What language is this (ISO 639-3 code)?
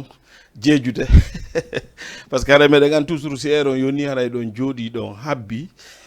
ful